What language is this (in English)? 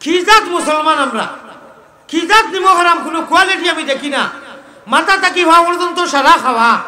Sylheti